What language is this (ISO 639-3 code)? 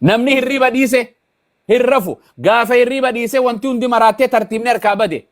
orm